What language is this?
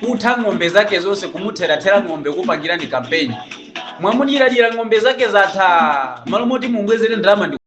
Nyanja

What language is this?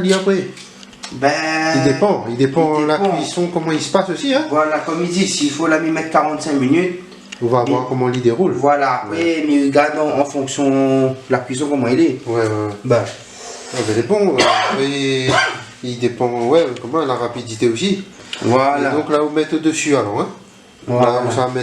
Réunion Creole French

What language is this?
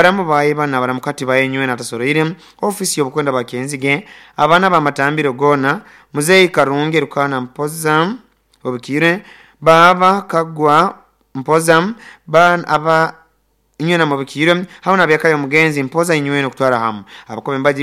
Nyoro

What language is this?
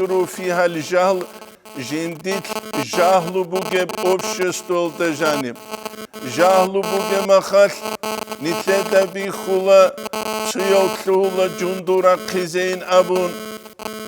Avaric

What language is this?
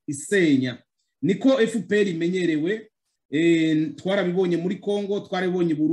Kinyarwanda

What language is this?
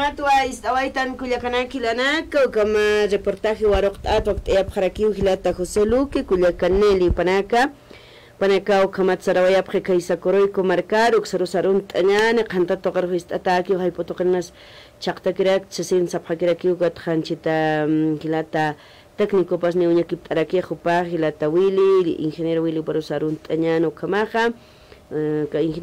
Aymara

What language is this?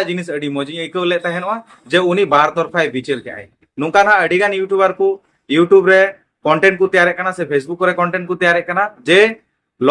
Santali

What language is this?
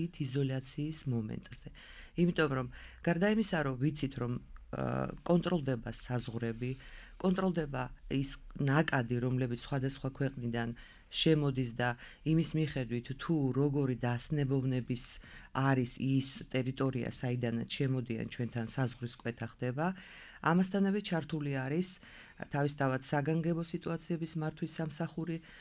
Georgian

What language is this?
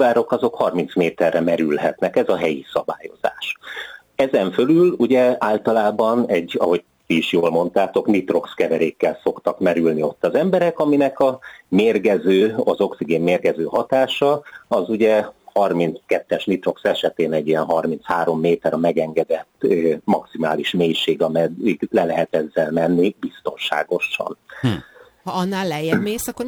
Hungarian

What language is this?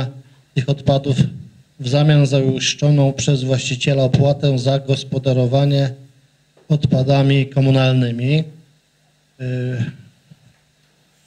Polish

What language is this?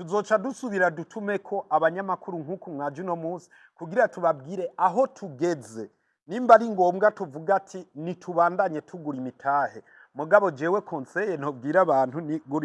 Rundi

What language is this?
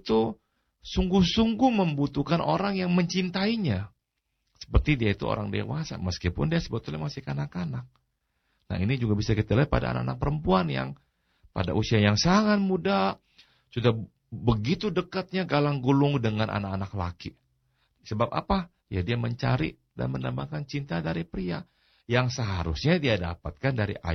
Indonesian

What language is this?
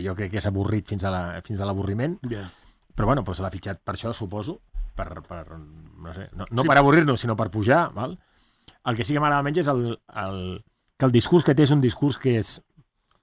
Catalan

